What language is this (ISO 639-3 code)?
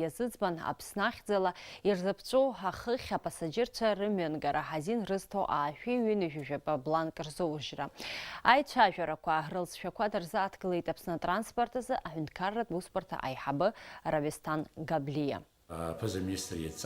abk